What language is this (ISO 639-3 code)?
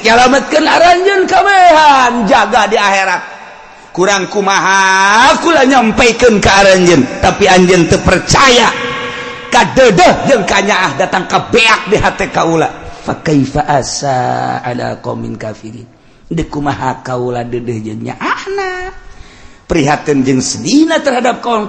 sun